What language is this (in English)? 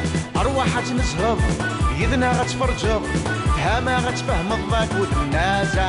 Kabyle